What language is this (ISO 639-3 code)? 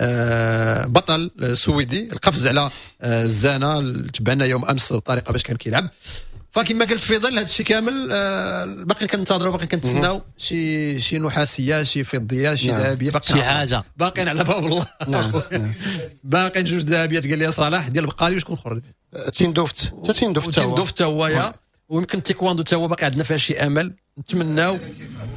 ary